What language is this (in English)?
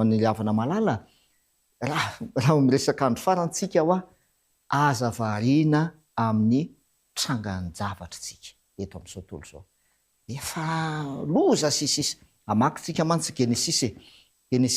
Malagasy